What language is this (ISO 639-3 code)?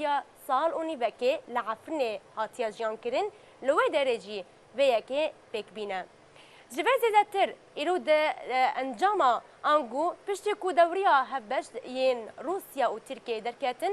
kur